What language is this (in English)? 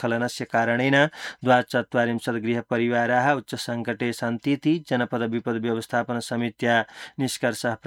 Sanskrit